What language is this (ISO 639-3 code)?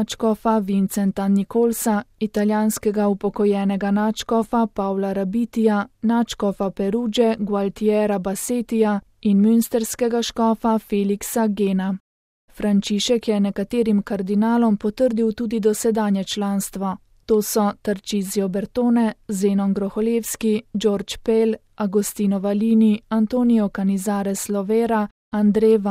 slv